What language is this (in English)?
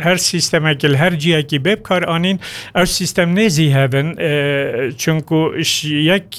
Kurdish